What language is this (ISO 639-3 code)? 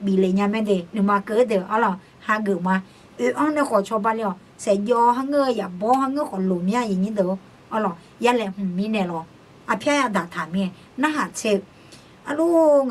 ahk